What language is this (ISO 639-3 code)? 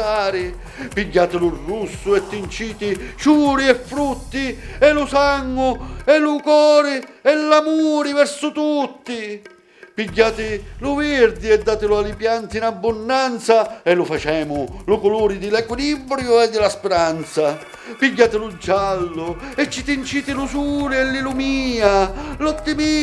scn